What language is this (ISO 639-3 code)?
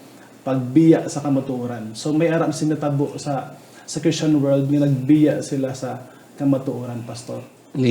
hil